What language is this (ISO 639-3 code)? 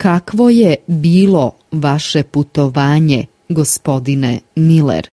slv